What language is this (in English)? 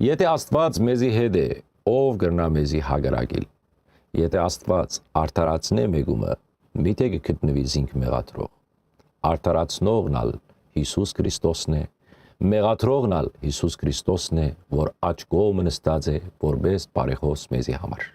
Western Armenian